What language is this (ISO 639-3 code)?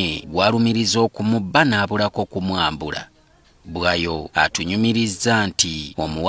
lug